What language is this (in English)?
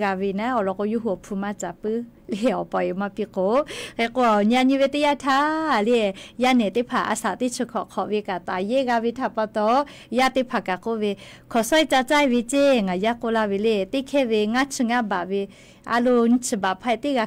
Lahu